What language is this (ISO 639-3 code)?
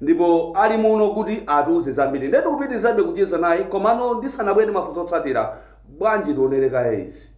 nya